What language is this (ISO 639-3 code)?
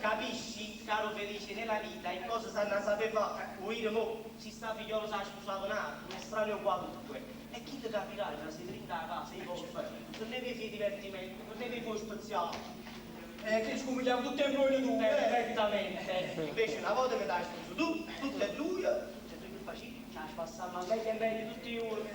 nap